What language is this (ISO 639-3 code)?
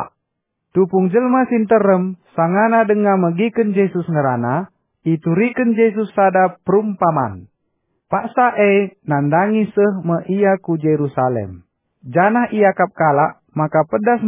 btx